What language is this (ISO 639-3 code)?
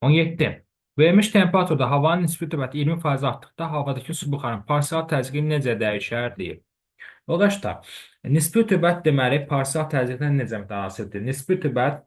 aze